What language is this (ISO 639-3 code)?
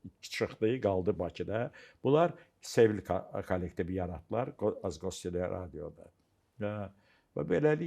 aze